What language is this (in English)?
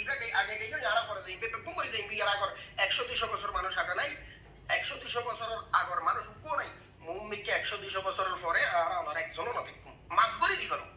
Rohingya